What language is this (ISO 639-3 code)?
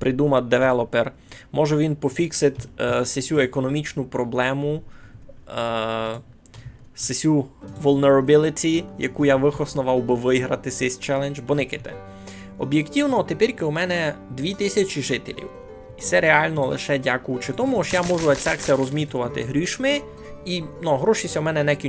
rue